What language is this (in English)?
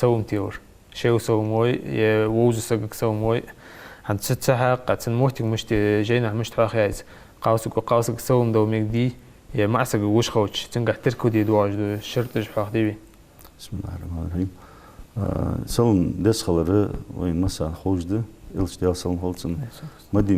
Ingush